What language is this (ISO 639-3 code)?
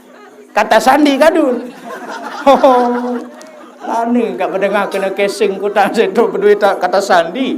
sas